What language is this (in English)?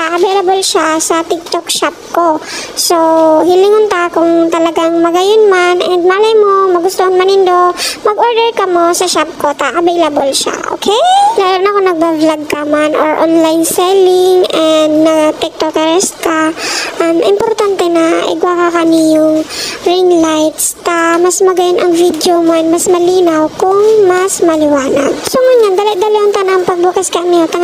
Bikol